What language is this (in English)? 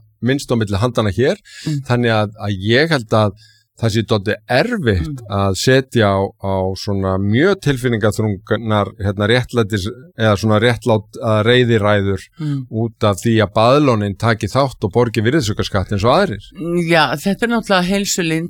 Icelandic